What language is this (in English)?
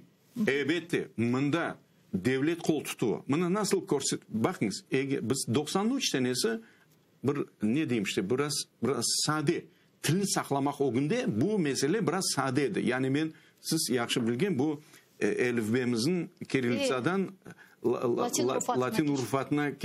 Crimean Tatar